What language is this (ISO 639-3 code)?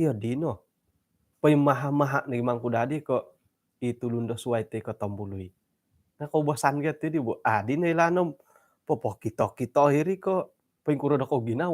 dtp